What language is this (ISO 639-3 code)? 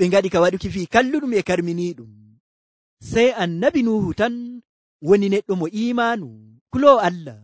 fuv